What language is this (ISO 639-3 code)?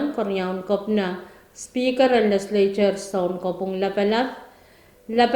pon